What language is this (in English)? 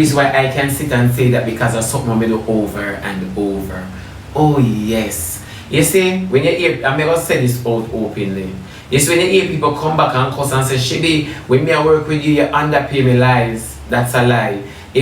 Jamaican Creole English